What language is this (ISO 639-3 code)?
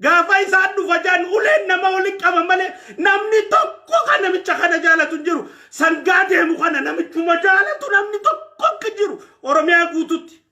orm